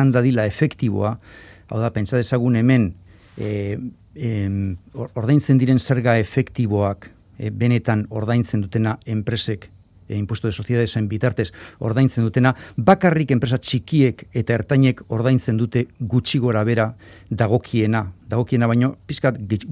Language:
Basque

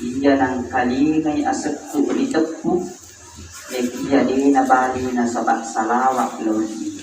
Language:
Buginese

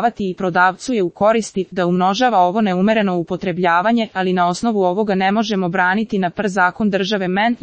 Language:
Serbian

